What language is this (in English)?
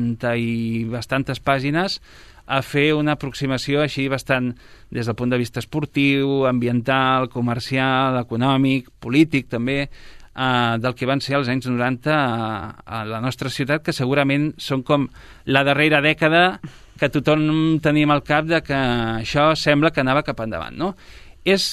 Catalan